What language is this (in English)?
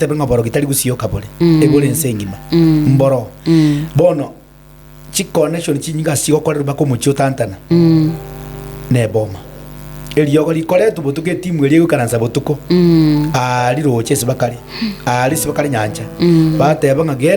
Gusii